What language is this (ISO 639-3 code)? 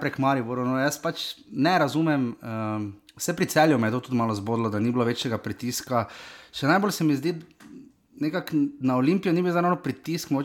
slv